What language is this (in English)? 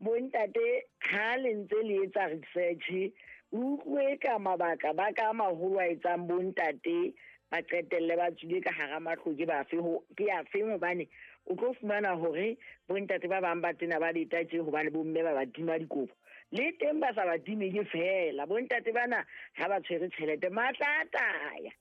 Southern Sotho